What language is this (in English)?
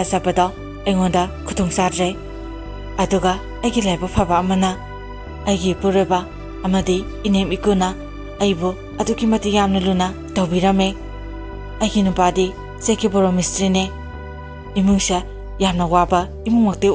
Manipuri